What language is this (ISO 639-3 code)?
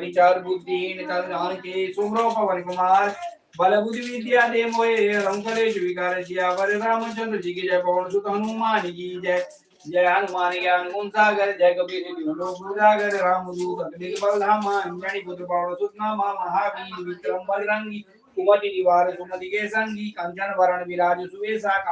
mai